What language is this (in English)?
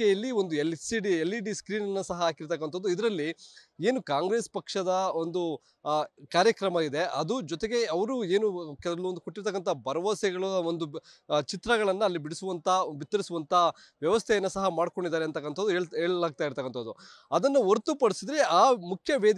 Kannada